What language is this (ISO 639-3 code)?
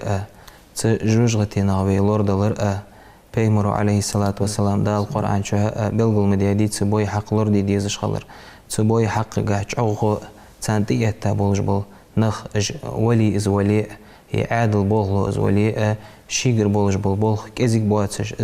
inh